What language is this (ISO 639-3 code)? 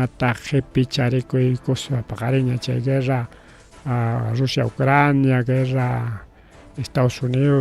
quy